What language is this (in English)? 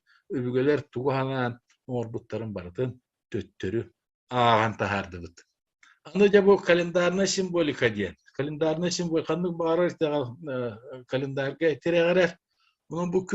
Yakut